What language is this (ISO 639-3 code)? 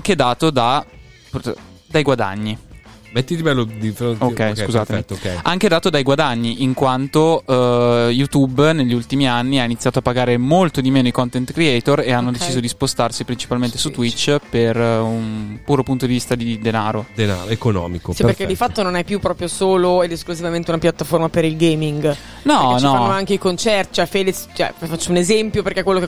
ita